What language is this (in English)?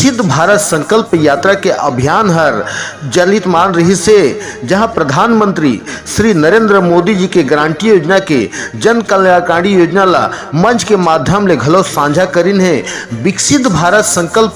Chhattisgarhi